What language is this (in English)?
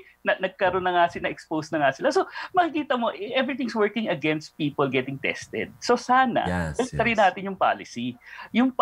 Filipino